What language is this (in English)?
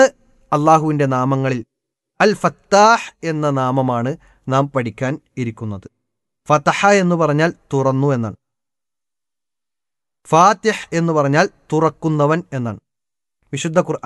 Malayalam